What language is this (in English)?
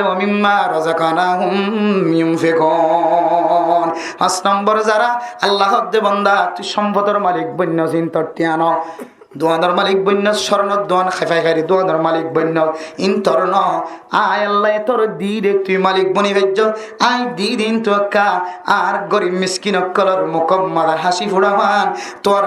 Rohingya